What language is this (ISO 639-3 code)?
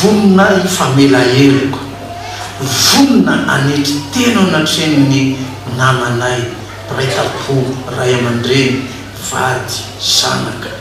mlg